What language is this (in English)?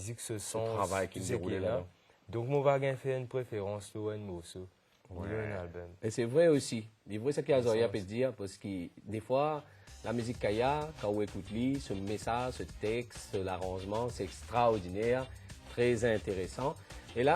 Morisyen